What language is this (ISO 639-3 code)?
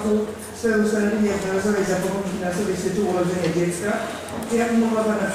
pol